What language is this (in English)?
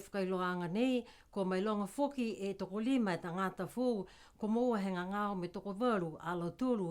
Niuean